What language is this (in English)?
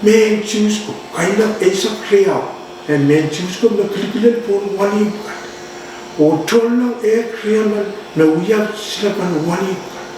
Pohnpeian